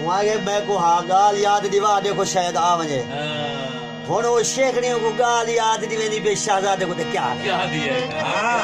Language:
Saraiki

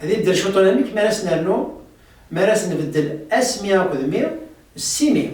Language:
Kabyle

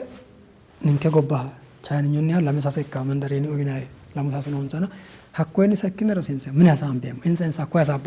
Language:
Sidamo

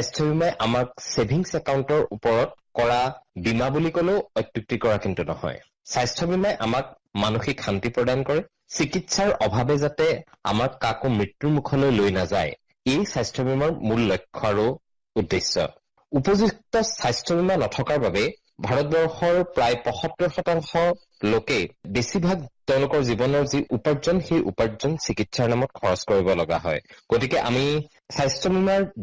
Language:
Assamese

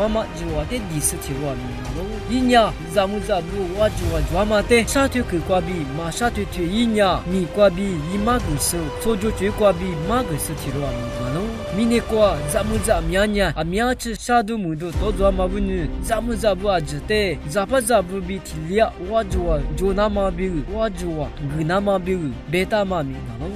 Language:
Lisu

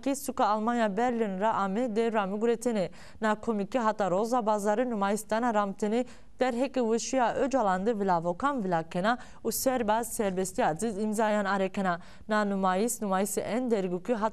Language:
Zaza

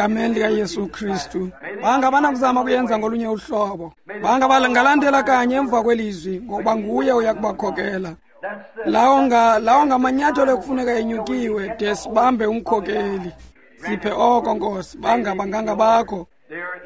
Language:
Xhosa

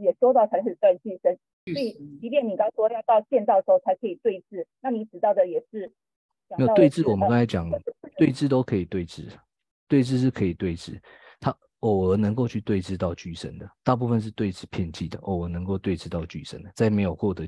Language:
Chinese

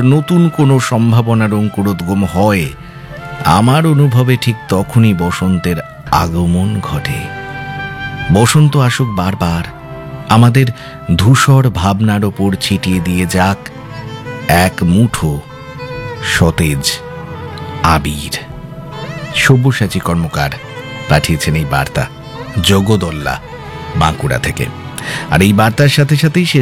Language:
Bangla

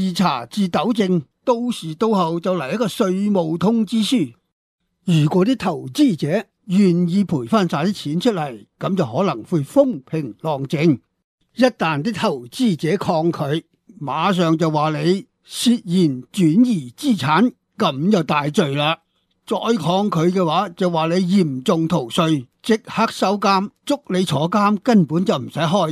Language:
Cantonese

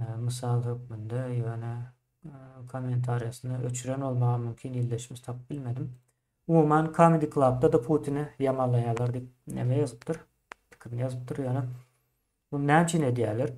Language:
Turkmen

